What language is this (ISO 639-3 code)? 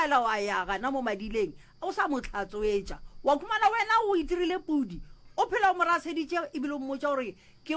nso